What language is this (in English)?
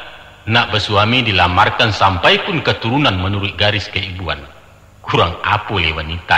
Minangkabau